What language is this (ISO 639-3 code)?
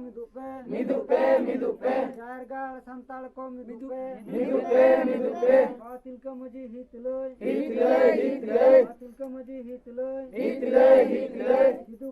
sat